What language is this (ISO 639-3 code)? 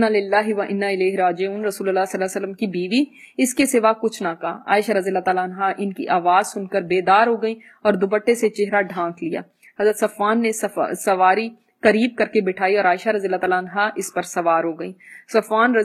urd